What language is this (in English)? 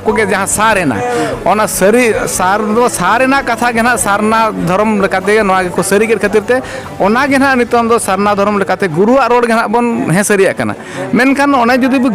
Santali